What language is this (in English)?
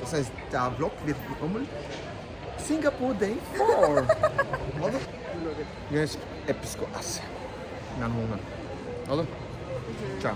Swiss German